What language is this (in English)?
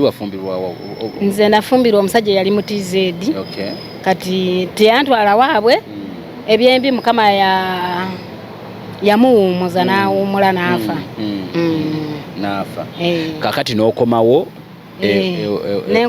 Ganda